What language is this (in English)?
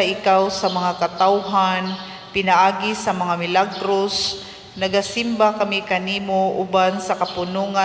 Cebuano